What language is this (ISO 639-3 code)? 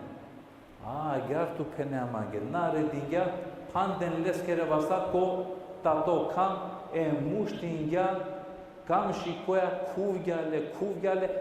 rmn